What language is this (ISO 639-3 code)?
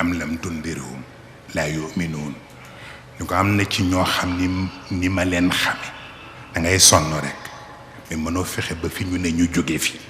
wol